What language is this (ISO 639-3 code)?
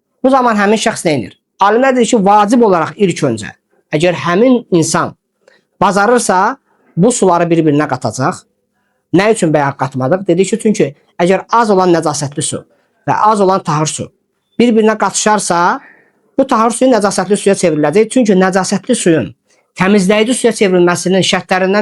aze